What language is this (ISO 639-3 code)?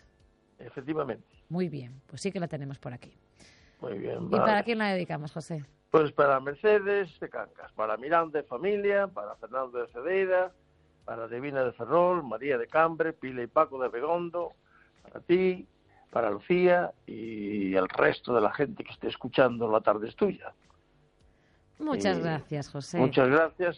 spa